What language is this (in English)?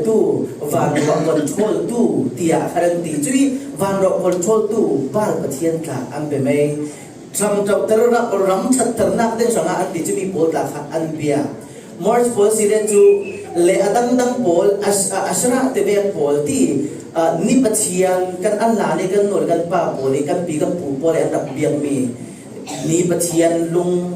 Falam Chin